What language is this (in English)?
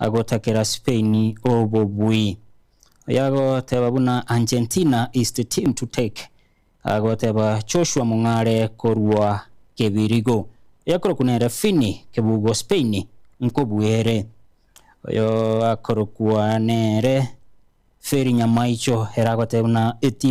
Gusii